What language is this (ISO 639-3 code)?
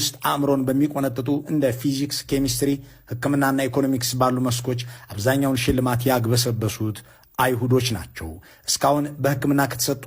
amh